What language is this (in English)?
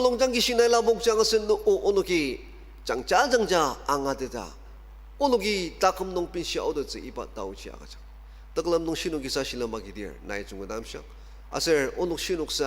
Ao Naga